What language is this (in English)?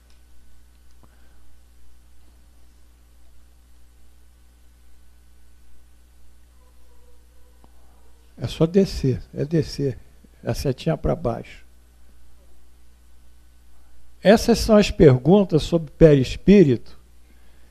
Portuguese